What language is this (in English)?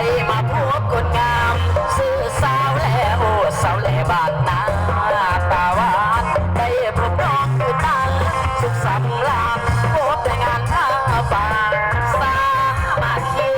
Lao